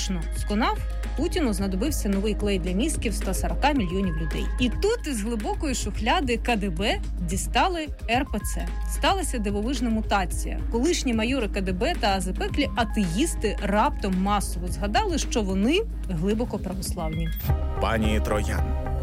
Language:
Ukrainian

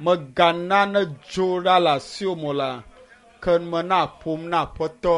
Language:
Ewe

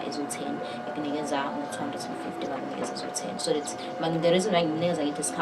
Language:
Zulu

